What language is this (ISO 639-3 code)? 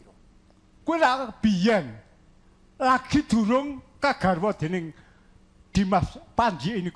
jav